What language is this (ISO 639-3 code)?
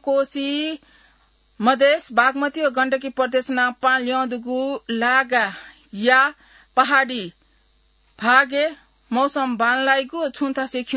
new